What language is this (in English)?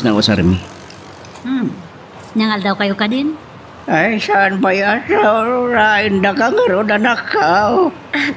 Iloko